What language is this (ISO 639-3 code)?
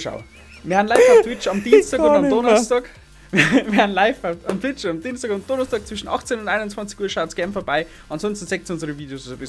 bar